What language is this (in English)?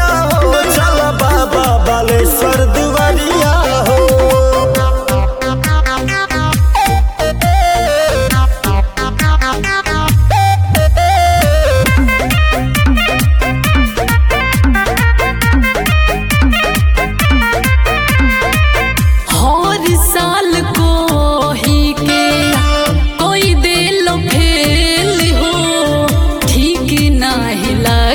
Bhojpuri